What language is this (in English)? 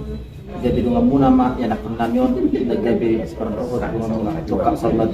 Batak Toba